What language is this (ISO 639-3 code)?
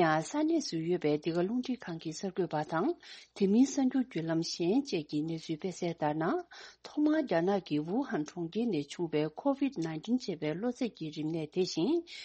bod